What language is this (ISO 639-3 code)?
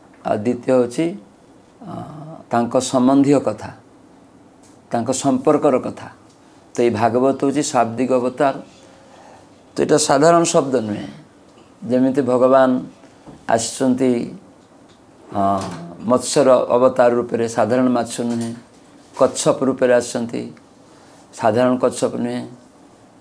ori